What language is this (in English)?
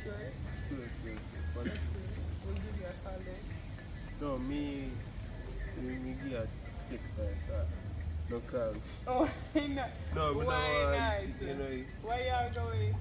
Jamaican Creole English